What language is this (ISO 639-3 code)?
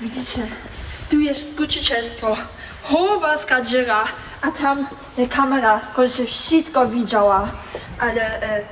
hsb